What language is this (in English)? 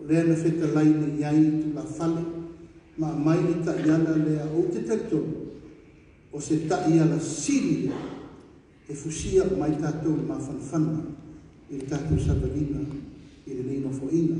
Samoan